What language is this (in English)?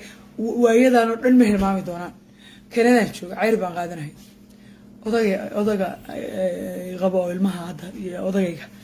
Somali